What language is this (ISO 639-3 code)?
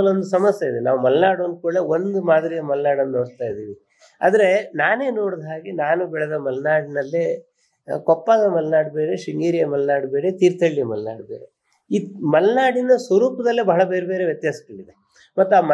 kan